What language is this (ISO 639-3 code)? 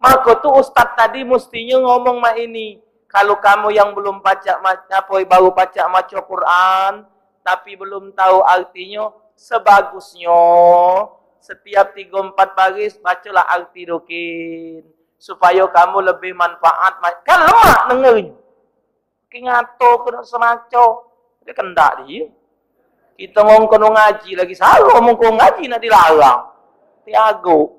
mui